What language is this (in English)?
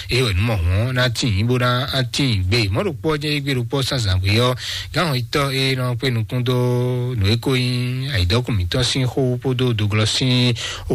Fon